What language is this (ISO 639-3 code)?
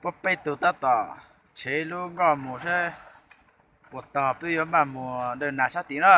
hmn